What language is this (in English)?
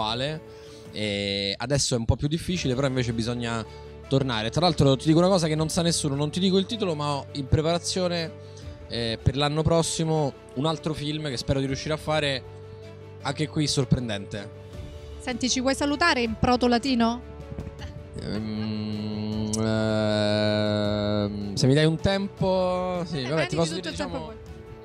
Italian